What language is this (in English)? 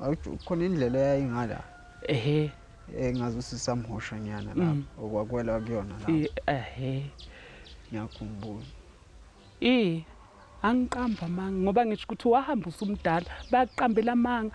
Zulu